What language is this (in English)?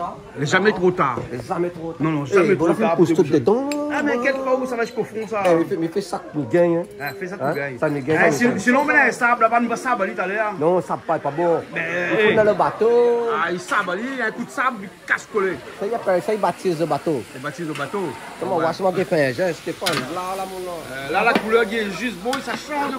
Réunion Creole French